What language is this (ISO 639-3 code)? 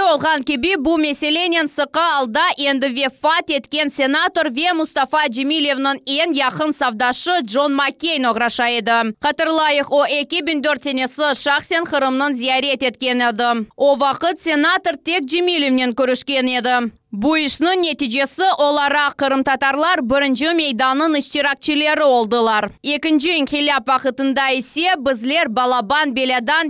crh